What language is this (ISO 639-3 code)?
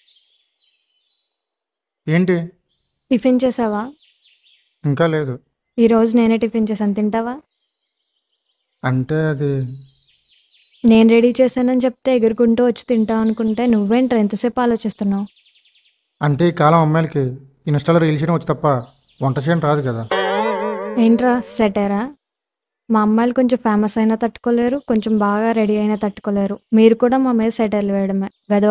tel